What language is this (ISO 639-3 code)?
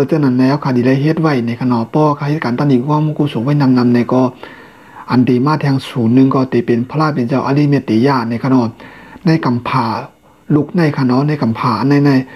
shn